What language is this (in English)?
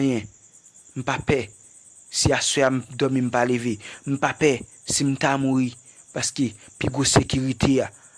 Haitian Creole